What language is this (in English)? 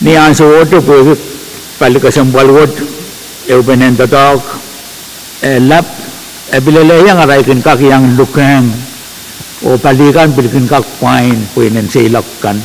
Pohnpeian